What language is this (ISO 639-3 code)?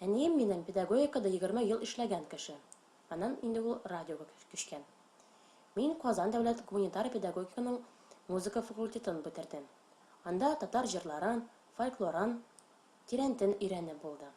tat